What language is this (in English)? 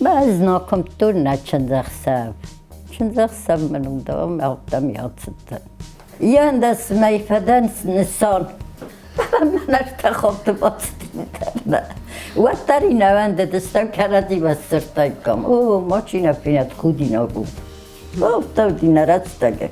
Ossetic